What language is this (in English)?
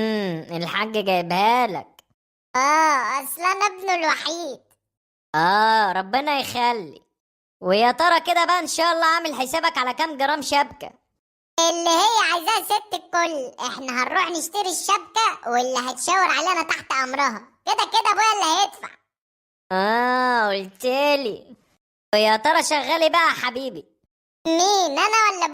Egyptian Arabic